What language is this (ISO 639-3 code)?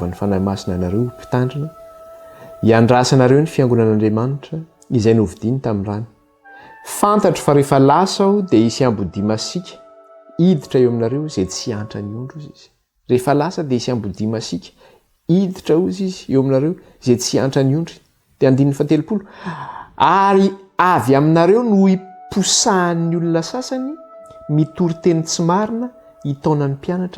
mlg